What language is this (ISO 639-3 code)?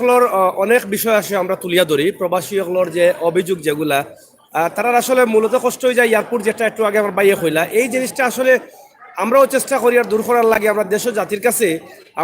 syl